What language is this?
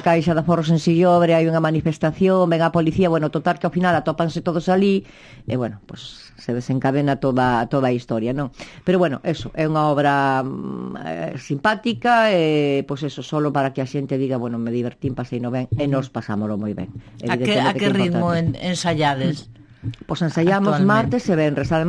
Galician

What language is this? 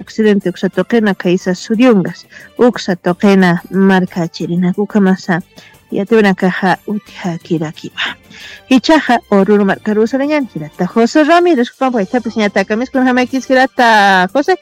Aymara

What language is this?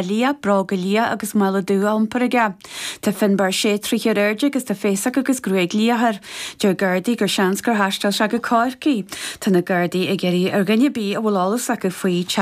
Irish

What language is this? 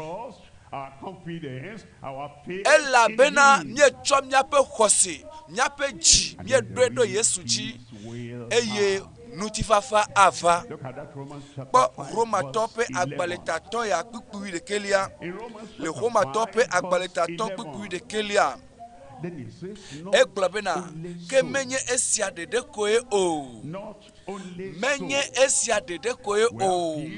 Ewe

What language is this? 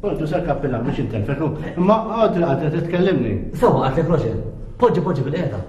Maltese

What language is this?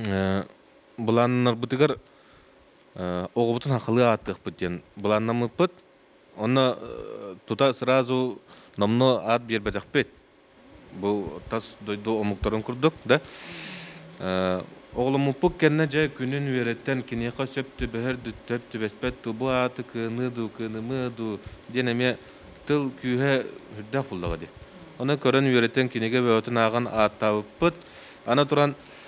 Yakut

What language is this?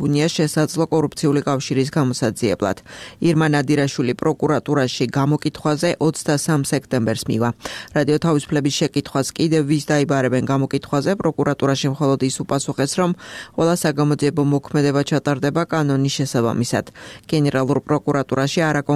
Georgian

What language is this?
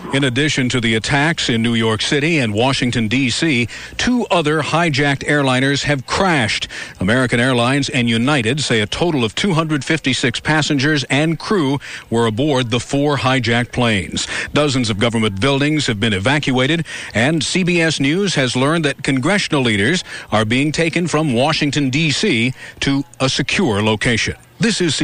English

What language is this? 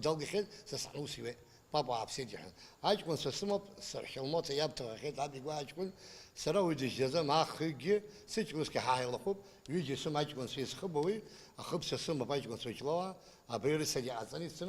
Abkhazian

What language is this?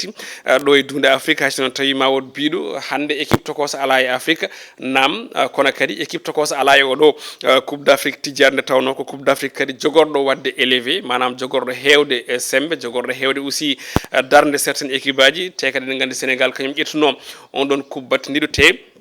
Fula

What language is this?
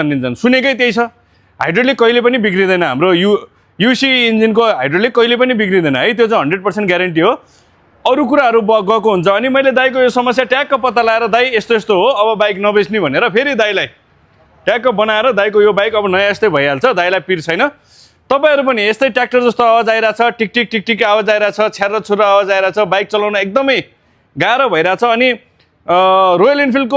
Nepali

